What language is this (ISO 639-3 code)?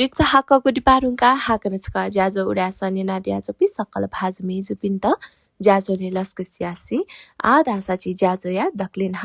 new